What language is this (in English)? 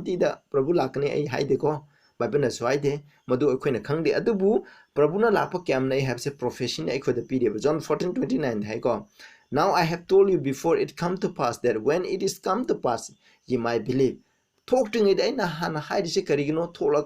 Manipuri